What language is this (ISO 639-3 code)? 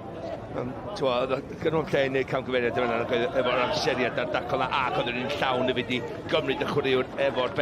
cym